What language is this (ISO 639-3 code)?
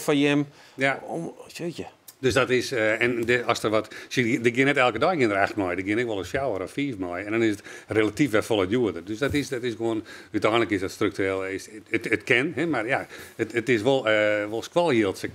fry